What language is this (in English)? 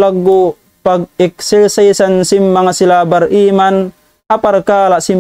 Tausug